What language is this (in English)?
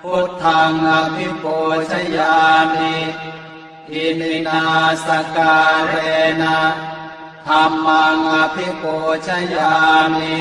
Pali